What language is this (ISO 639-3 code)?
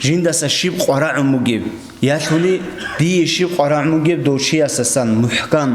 ava